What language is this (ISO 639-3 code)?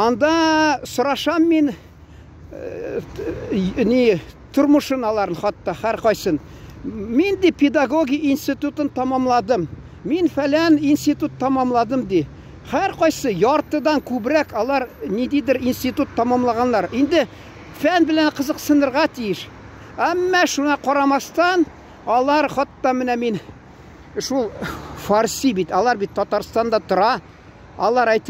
tat